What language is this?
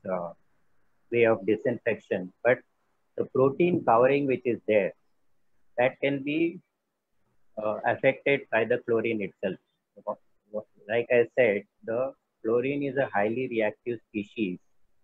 English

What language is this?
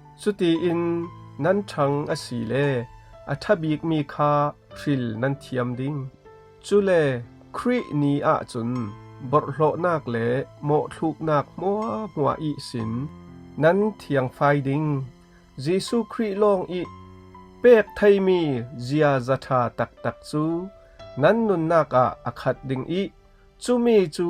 Falam Chin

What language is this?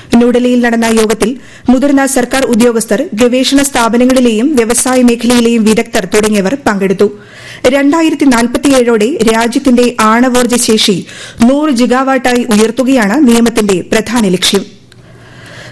Malayalam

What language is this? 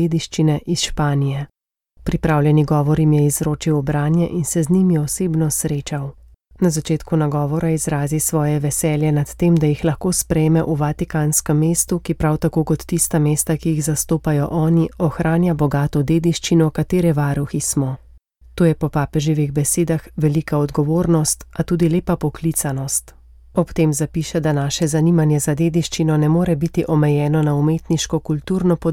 Slovenian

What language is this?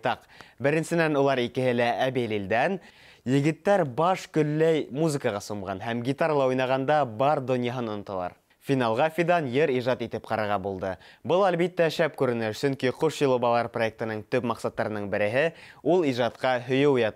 Bashkir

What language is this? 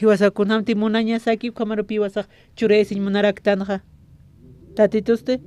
Aymara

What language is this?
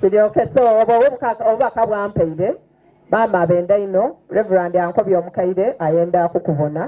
Soga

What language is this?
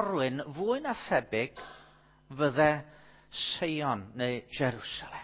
Welsh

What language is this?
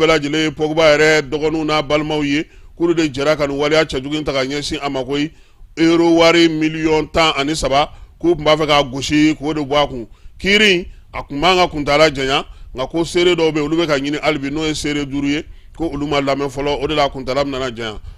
Bambara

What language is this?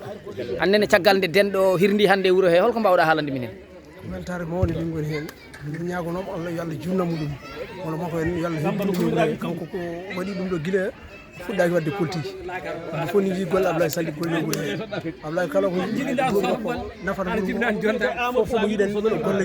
Fula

